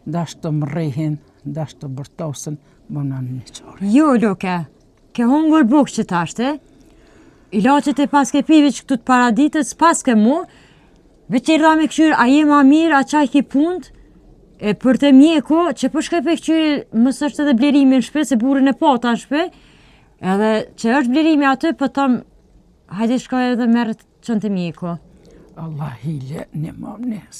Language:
Albanian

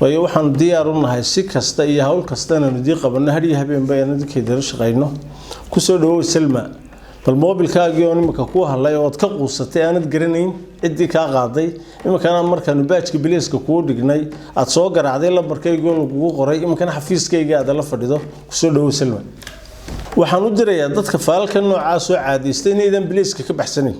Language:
Somali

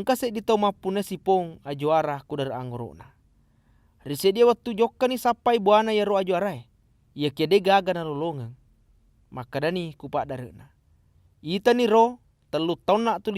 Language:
Buginese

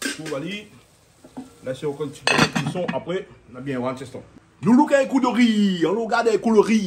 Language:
Réunion Creole French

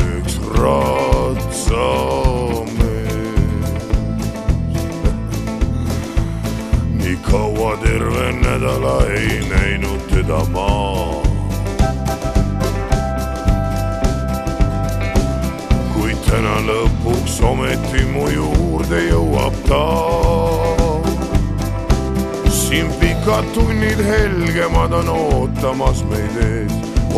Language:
Estonian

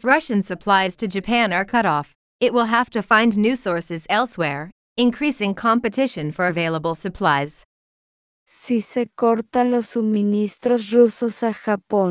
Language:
Spanish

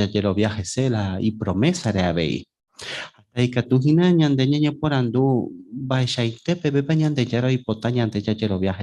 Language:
Guarani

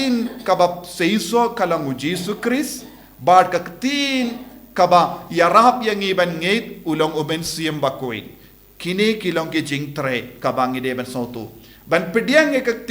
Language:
Khasi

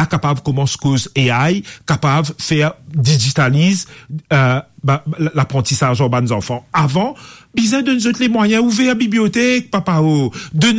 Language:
Morisyen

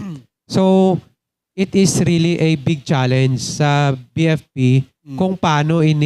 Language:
Hiligaynon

